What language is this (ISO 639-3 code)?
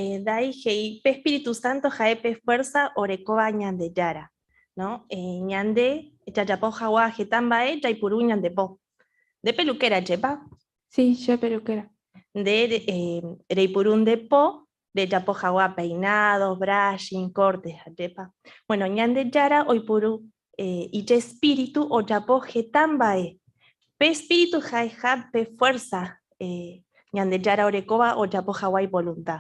grn